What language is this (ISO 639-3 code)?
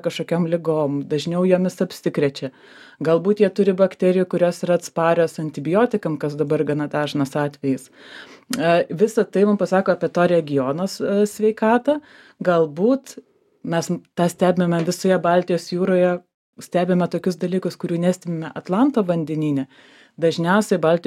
lit